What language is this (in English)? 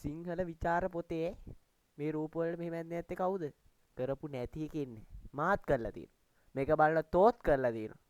Sinhala